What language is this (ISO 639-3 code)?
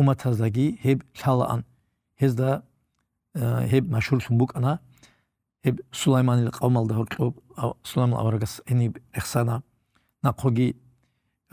ava